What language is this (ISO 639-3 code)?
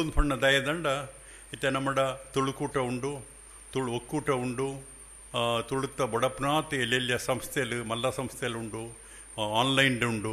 tcy